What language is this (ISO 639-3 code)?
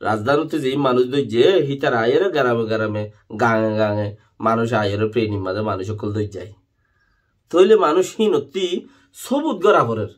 rhg